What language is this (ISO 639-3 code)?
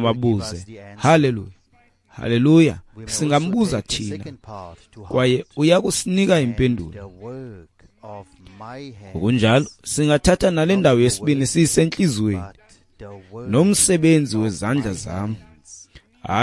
xho